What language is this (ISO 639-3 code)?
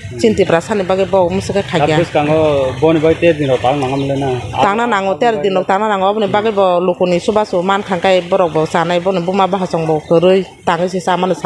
trp